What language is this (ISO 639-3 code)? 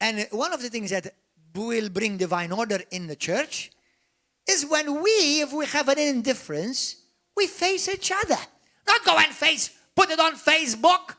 eng